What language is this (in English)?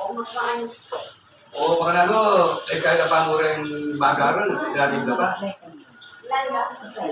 Pampanga